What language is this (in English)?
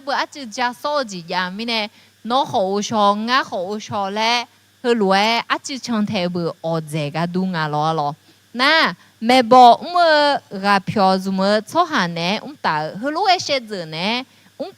Akha